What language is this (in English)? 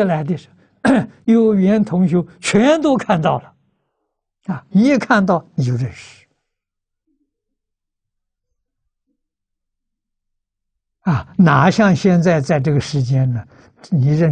Chinese